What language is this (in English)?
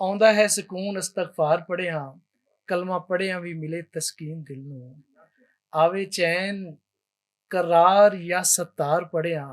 Western Panjabi